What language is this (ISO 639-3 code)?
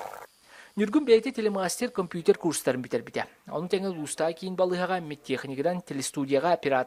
sah